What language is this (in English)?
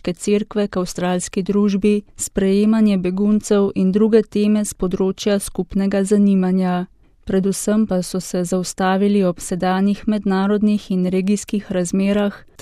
Slovenian